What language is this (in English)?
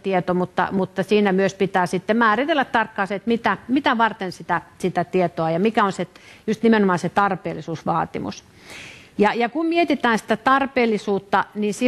Finnish